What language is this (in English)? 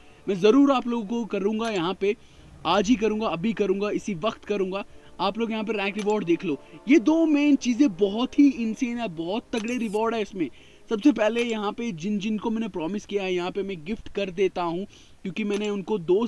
Hindi